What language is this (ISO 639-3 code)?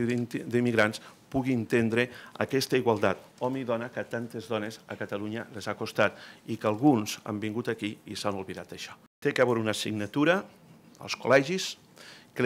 cat